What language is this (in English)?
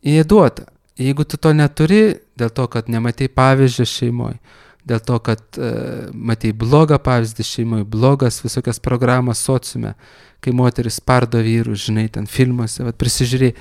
Lithuanian